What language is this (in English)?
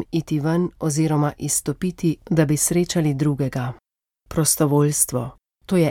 Slovenian